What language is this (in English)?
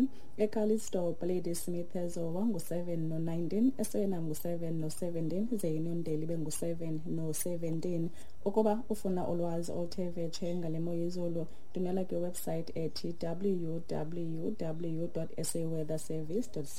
Xhosa